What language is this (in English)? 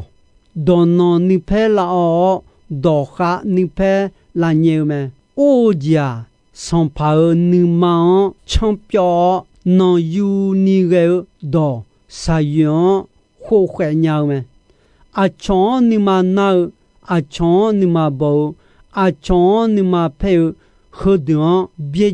Akha